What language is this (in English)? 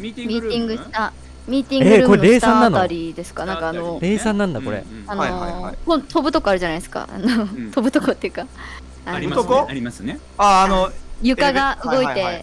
Japanese